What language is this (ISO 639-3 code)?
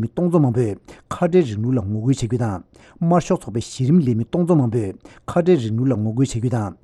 bod